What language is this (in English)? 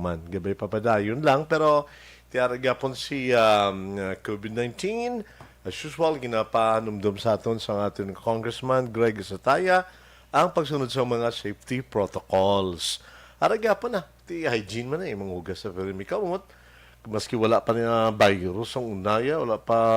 Hiligaynon